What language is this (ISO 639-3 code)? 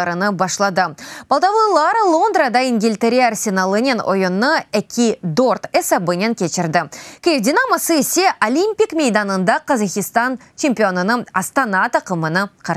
crh